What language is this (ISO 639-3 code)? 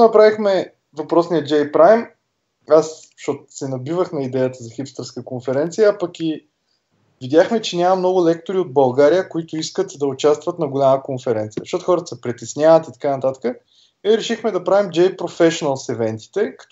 bul